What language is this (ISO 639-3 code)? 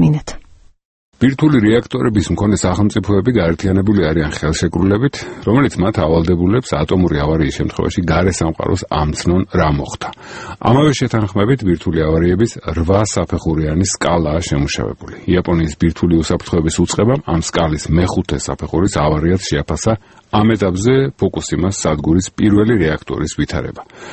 kat